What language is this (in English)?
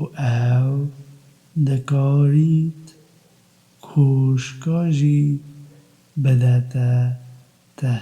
Kurdish